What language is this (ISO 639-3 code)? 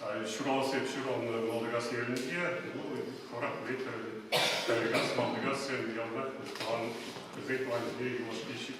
chv